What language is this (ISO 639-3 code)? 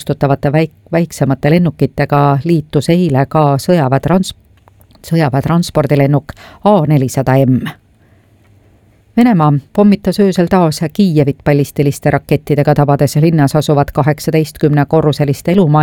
est